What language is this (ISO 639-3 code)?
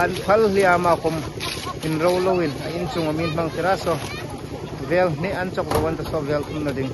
hmr